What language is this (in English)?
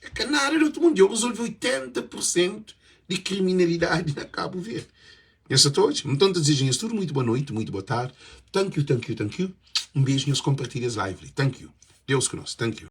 Kabuverdianu